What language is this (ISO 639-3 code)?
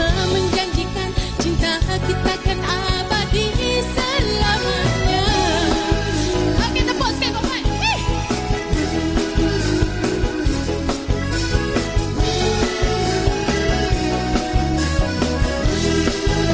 msa